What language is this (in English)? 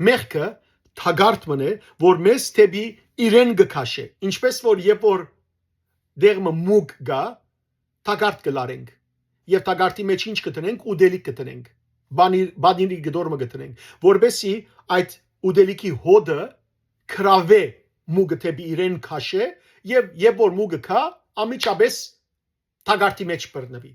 Western Armenian